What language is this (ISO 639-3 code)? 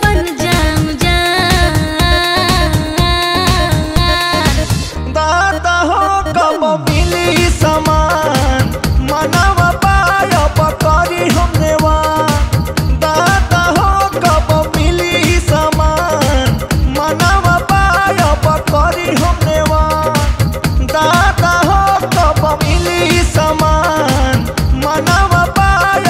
bho